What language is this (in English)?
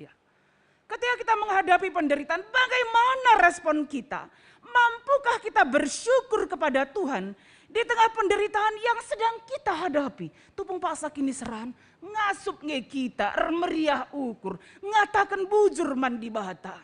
Batak Karo